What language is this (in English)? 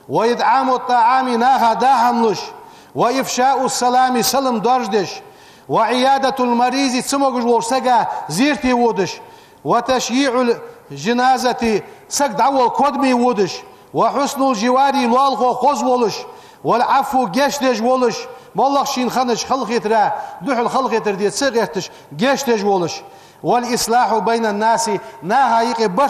Ingush